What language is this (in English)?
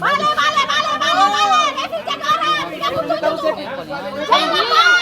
Ambonese Malay